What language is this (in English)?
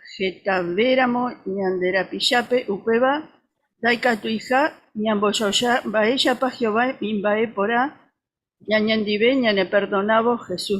Guarani